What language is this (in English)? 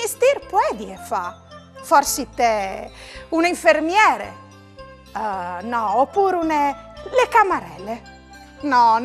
Friulian